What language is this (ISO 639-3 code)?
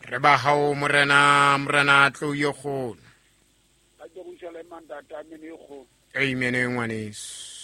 sot